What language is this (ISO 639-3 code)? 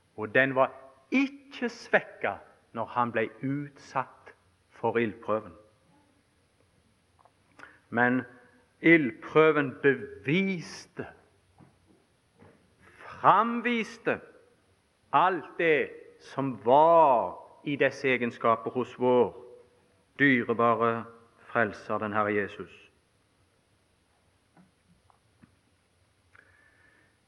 nor